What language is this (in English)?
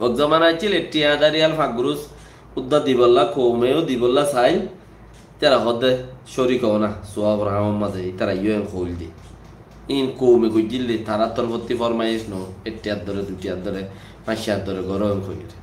Rohingya